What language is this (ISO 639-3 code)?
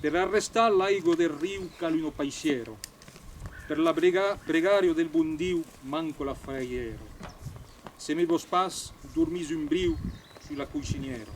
oci